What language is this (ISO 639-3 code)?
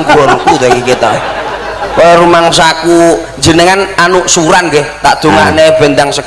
jav